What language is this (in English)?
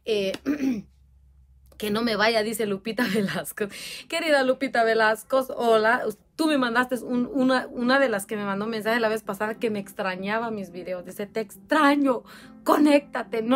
Spanish